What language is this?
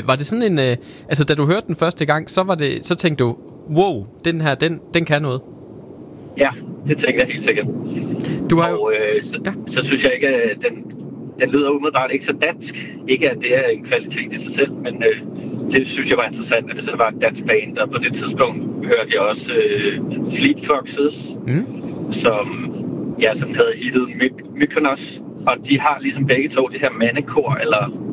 Danish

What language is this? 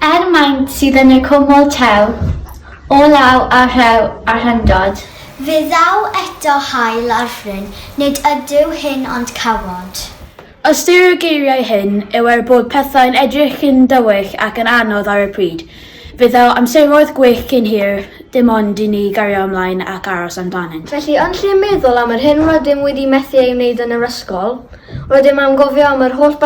Welsh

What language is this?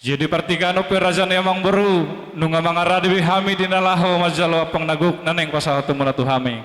Batak Toba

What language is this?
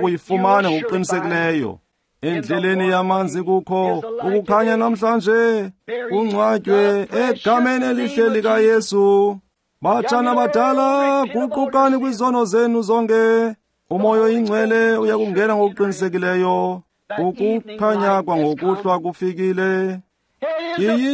Xhosa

